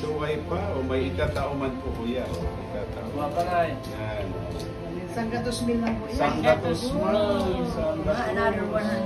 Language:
Bikol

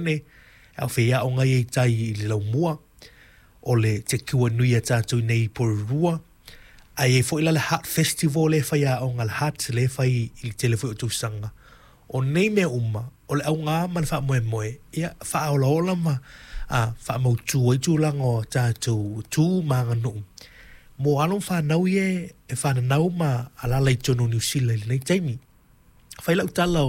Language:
Samoan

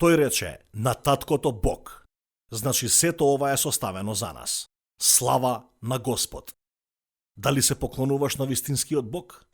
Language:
Macedonian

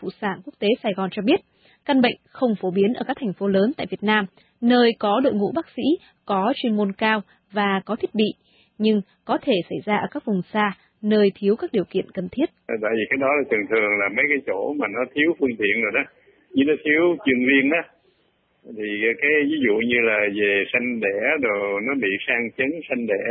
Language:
Vietnamese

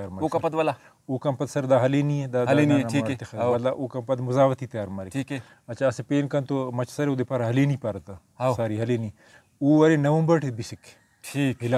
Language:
Brahui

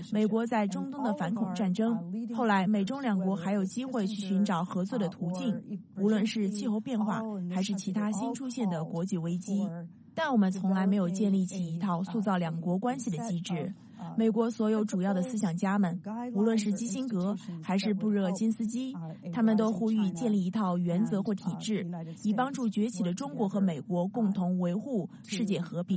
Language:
Chinese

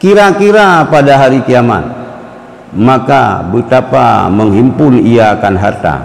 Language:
Achinese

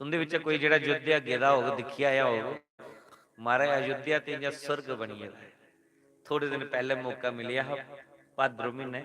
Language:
Dogri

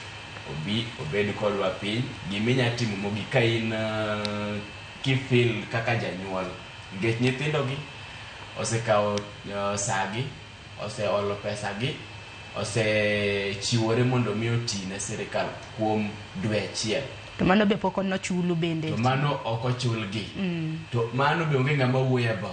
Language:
Luo (Kenya and Tanzania)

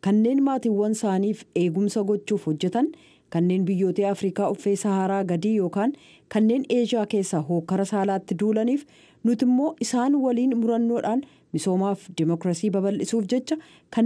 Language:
Oromo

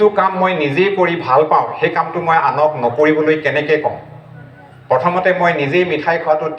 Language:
Assamese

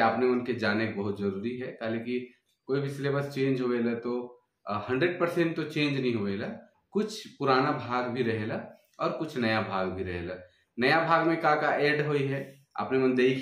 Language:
Sadri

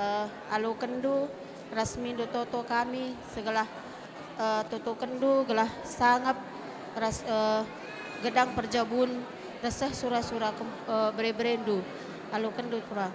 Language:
Batak Karo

